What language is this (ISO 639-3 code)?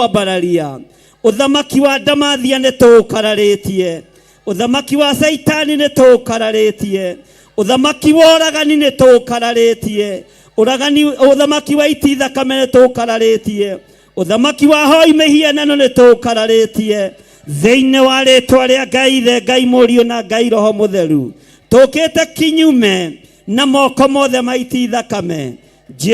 kik